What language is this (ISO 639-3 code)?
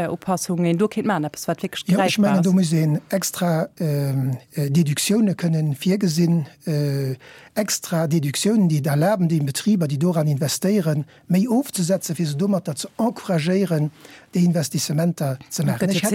ltz